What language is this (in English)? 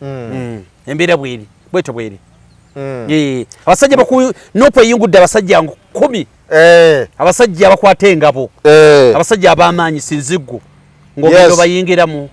Ganda